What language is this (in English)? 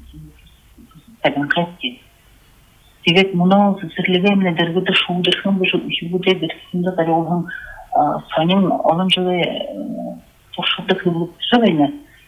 Buriat